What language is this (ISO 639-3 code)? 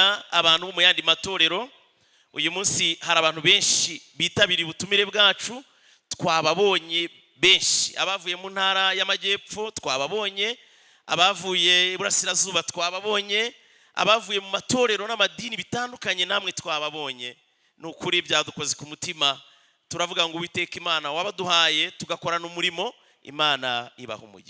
kin